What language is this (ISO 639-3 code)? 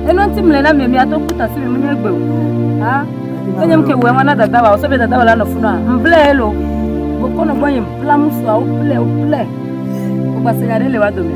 ewe